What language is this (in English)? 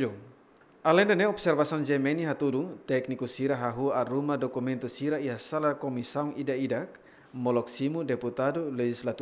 Tetum